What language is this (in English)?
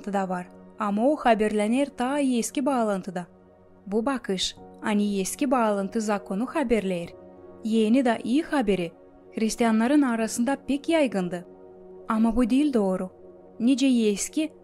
Gagauz